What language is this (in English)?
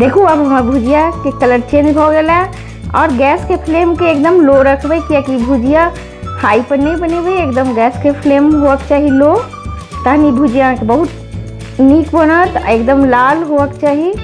Maithili